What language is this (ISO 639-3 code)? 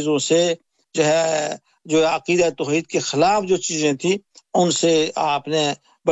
urd